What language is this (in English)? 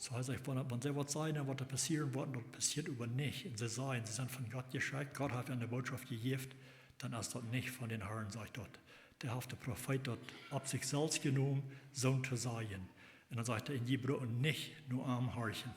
Plautdietsch